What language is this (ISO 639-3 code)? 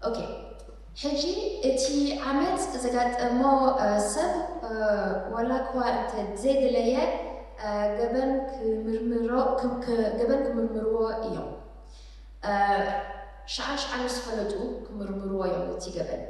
tir